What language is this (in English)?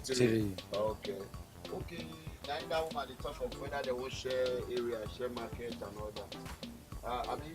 Nigerian Pidgin